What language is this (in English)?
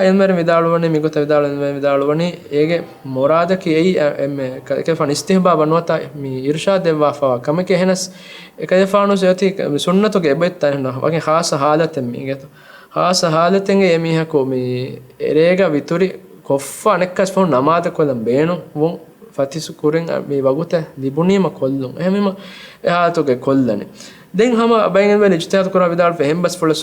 Divehi